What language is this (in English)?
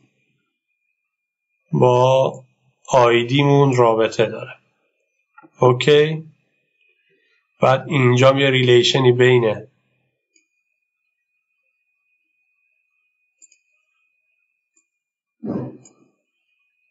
Persian